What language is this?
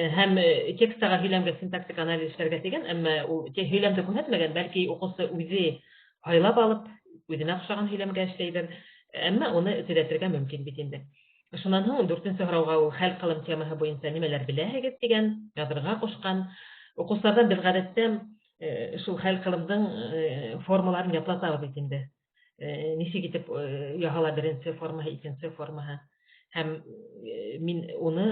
Bashkir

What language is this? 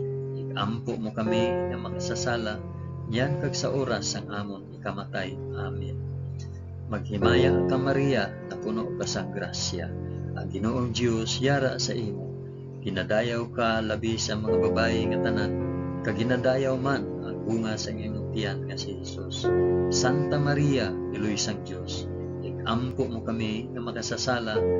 Hiligaynon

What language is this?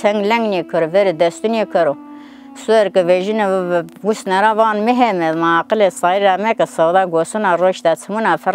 Zaza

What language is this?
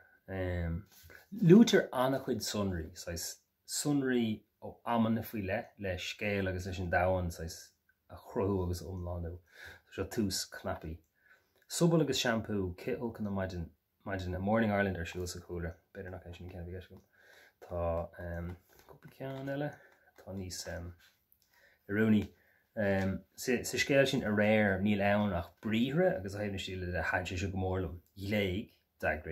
Irish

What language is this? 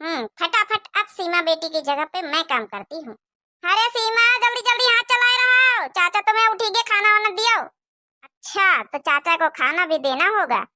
Awadhi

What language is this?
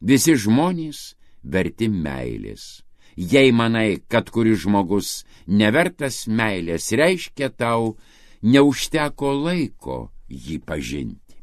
Lithuanian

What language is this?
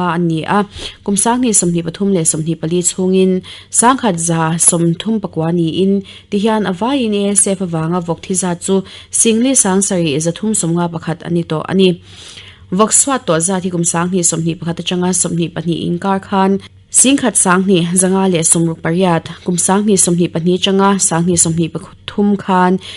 Mizo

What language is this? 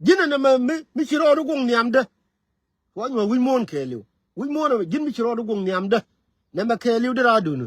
Nuer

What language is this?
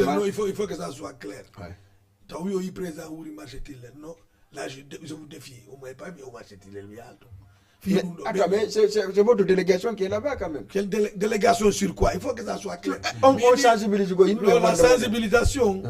Fula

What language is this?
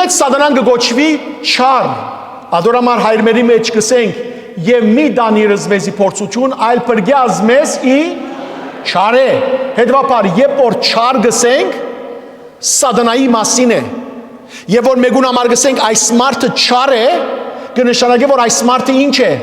Western Armenian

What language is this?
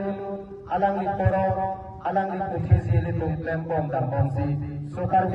Karbi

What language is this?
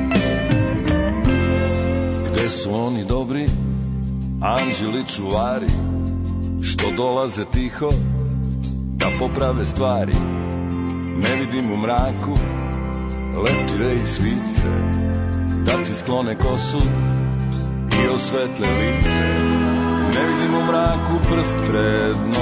Serbian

